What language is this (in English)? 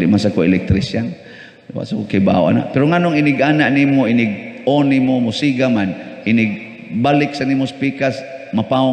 Cebuano